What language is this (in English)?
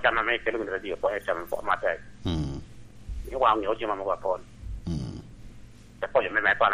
Lango (Uganda)